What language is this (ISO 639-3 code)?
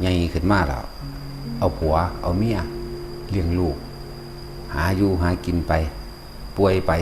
tts